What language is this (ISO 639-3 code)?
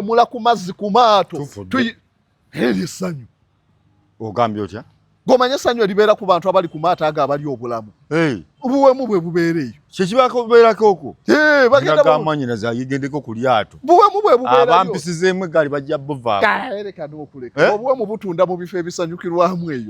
lug